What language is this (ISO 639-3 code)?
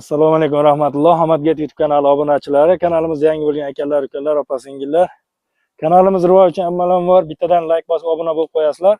uzb